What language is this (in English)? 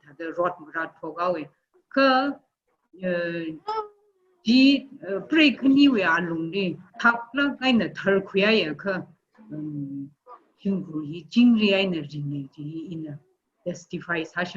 Tangkhul Naga (India)